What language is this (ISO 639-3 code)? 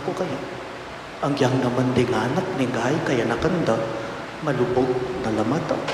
pam